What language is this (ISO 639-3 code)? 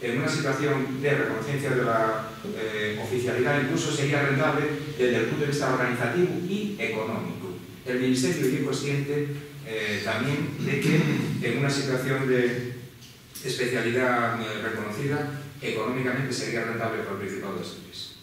ast